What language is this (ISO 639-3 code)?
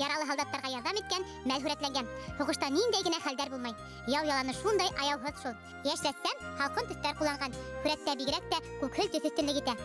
bak